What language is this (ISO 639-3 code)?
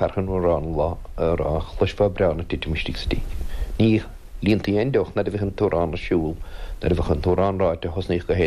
gle